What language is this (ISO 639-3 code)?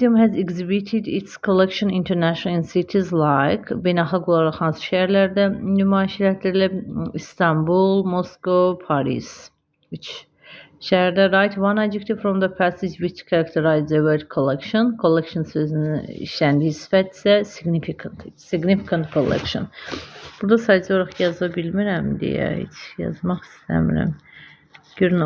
aze